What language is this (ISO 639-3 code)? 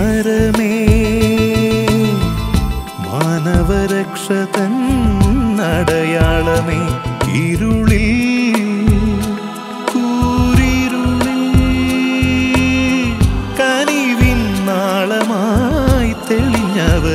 mal